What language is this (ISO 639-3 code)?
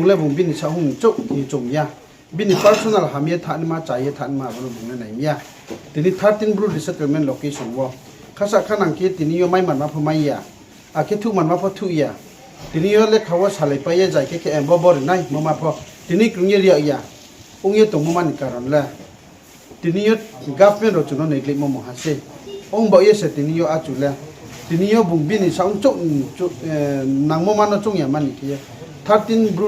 ria